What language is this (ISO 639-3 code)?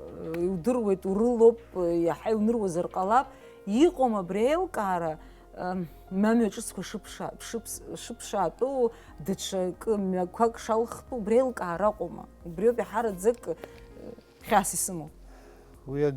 abk